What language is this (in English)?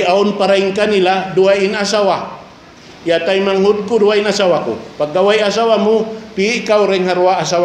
Tausug